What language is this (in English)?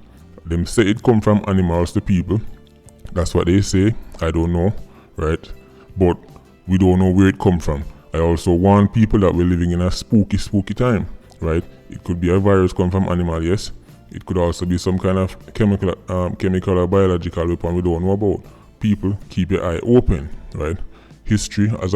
Jamaican Creole English